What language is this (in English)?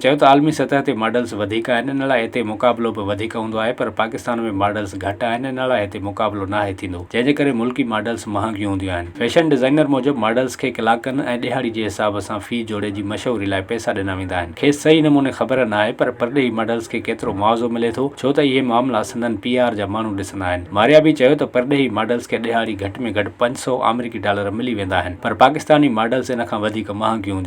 Sindhi